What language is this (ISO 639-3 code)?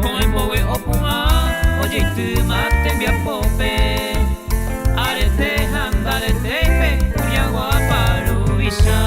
grn